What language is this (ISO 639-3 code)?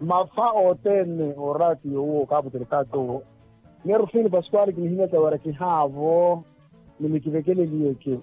vmw